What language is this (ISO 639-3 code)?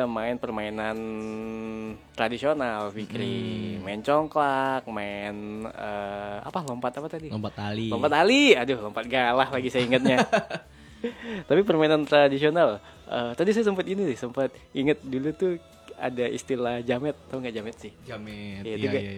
ind